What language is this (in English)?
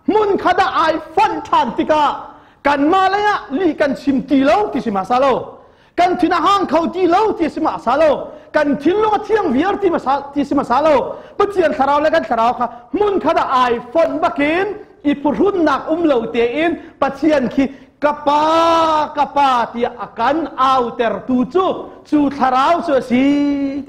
Hakha Chin